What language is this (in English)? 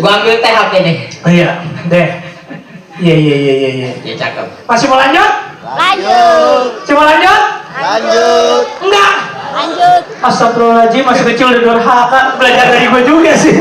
Betawi